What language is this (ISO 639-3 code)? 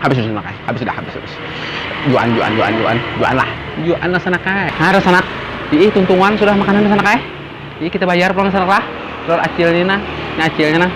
bjn